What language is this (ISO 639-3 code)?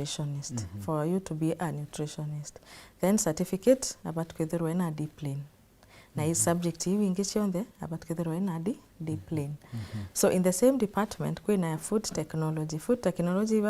mer